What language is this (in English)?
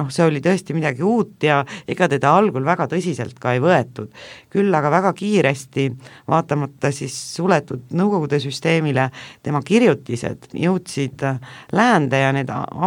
Estonian